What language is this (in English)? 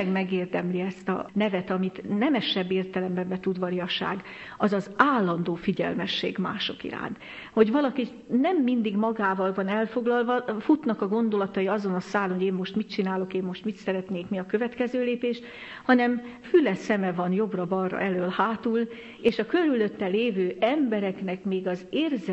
Hungarian